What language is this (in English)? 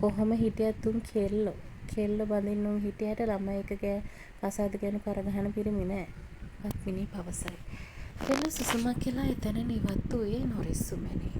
Sinhala